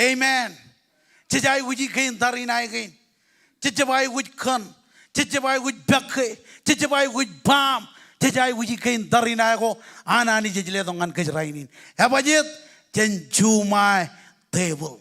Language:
Marshallese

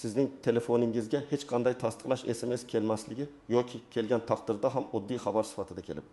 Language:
Uzbek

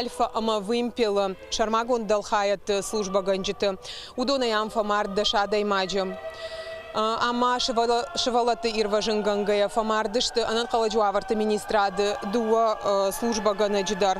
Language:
Ossetic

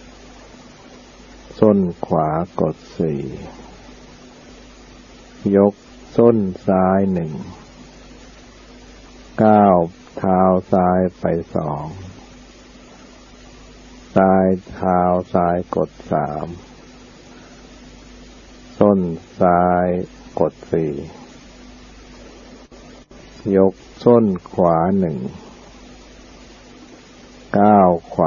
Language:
Thai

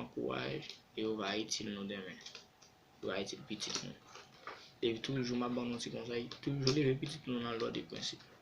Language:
Haitian Creole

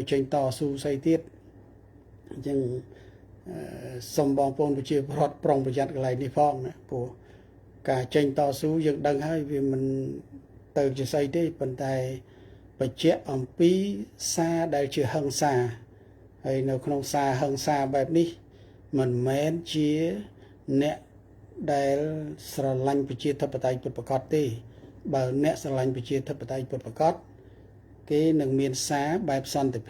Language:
Khmer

